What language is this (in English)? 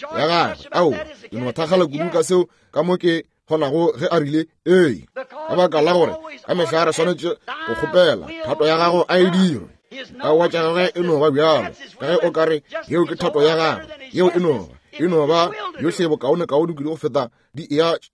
Northern Sotho